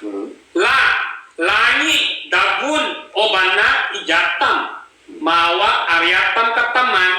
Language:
Ibanag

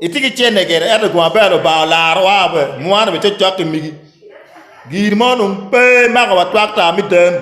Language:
Acoli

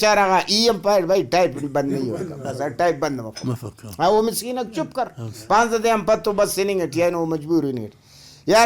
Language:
Brahui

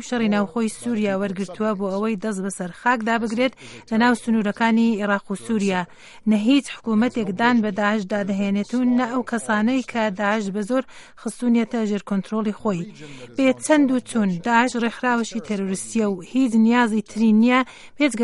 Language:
Central Kurdish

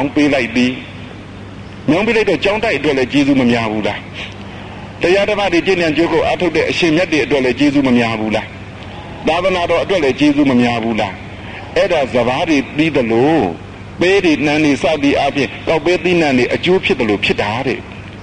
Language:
Burmese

